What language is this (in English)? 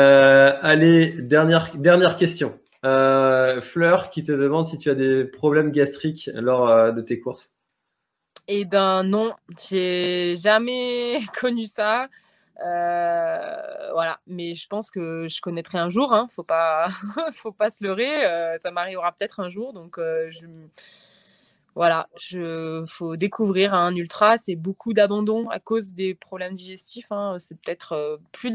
French